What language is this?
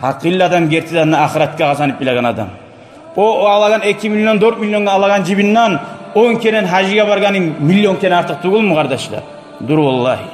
Kumyk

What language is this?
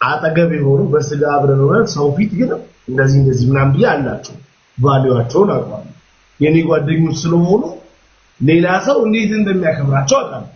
Amharic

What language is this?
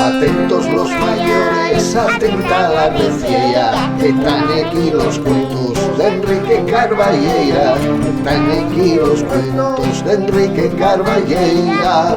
Asturian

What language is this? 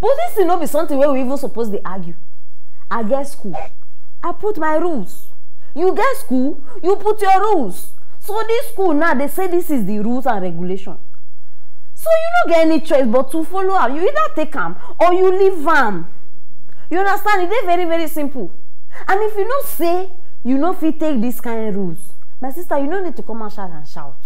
Nigerian Pidgin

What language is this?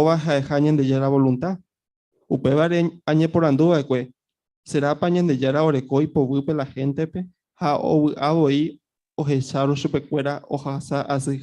Guarani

